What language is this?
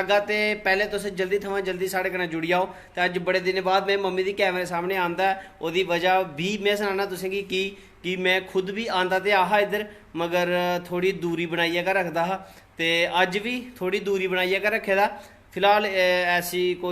Dogri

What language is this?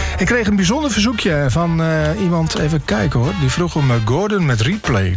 Dutch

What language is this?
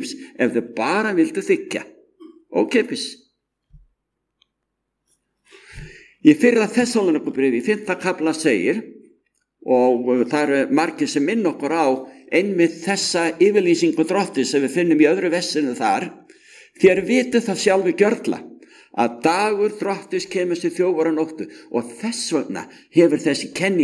Icelandic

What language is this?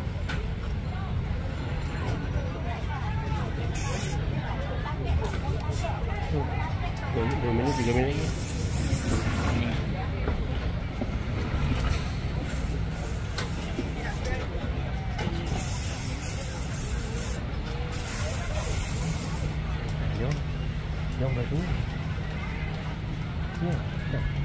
Malay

